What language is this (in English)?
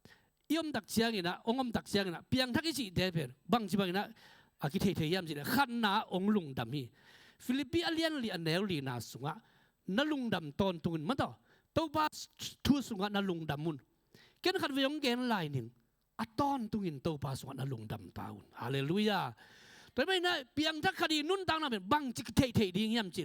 Tedim Chin